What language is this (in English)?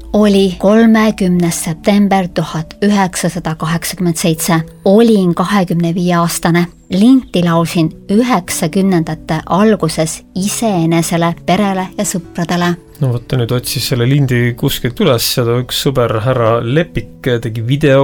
Estonian